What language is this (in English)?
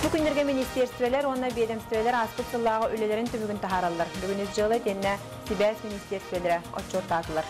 Yakut